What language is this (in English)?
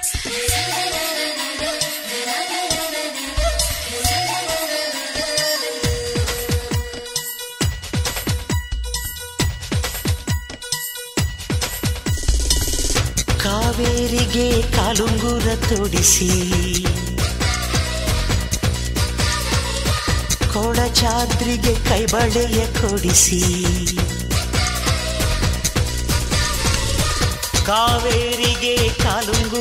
Kannada